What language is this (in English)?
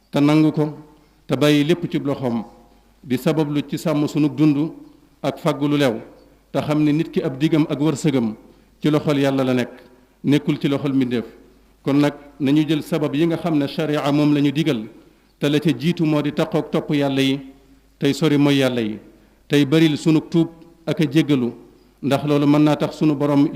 Wolof